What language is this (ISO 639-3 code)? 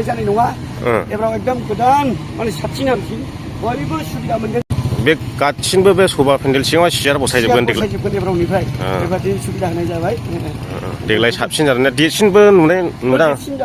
brx